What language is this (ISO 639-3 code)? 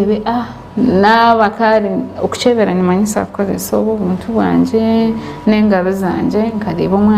nyn